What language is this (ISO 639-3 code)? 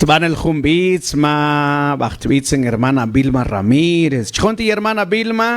mam